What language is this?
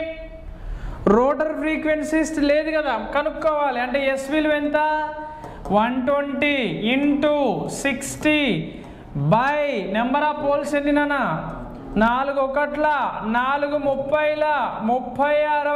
Telugu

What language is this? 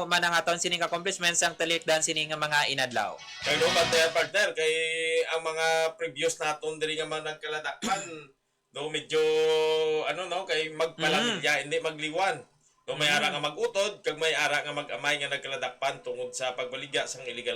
Hiligaynon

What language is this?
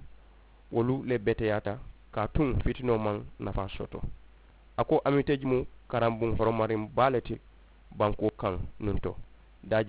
Mandingo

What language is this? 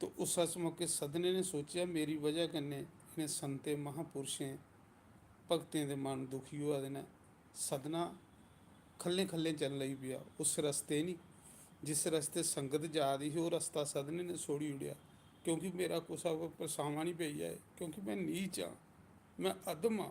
Dogri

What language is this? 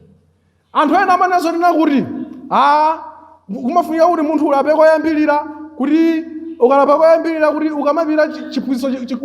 Nyanja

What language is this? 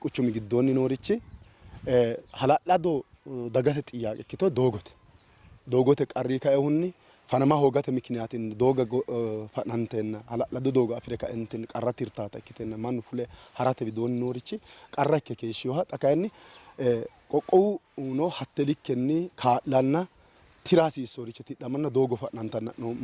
Sidamo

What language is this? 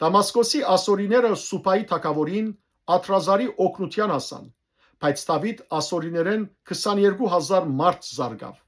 Western Armenian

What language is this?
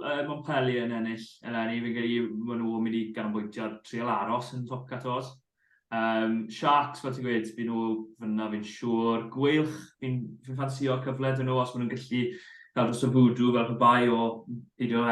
Welsh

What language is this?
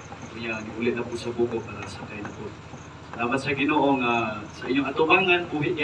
Cebuano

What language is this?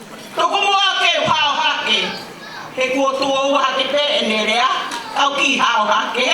Tongan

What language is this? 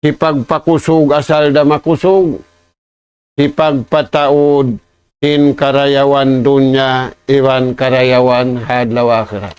Tausug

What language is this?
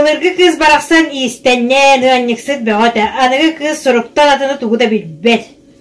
Yakut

